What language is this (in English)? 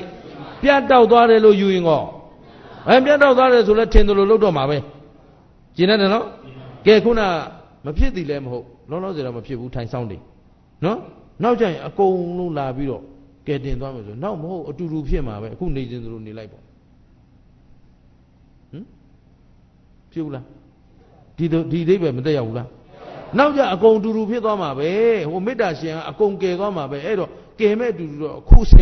Burmese